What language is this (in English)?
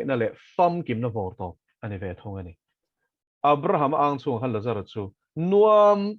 Mizo